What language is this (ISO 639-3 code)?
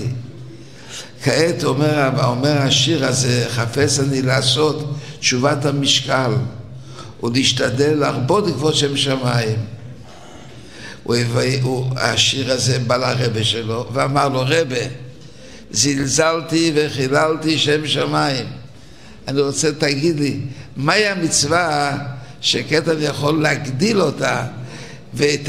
heb